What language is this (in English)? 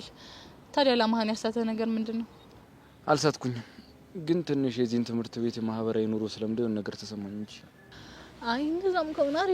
Amharic